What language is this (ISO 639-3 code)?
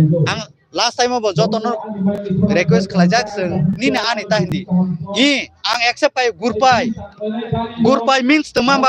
trp